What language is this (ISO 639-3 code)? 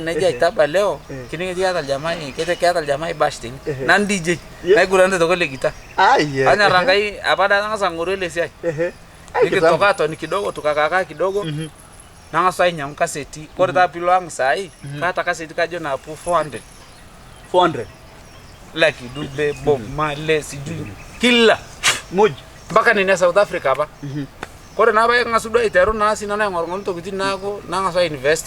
mas